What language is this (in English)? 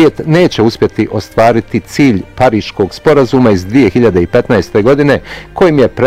Bosnian